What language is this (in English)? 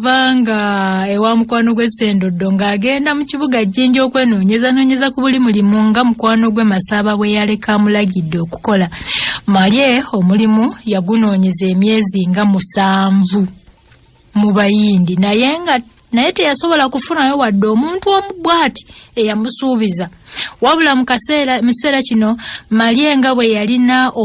Ganda